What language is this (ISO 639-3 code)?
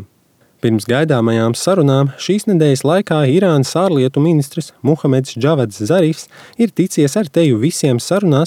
lav